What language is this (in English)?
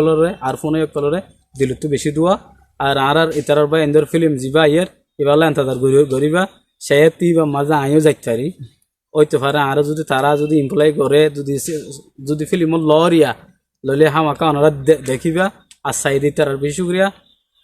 Rohingya